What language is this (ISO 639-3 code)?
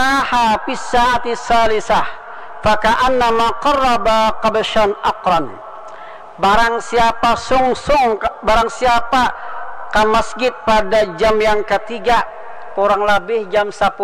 bjn